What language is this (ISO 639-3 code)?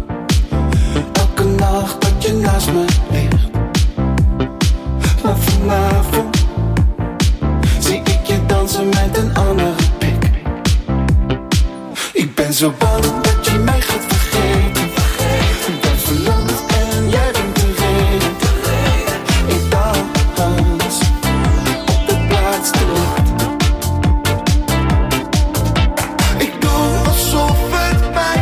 nld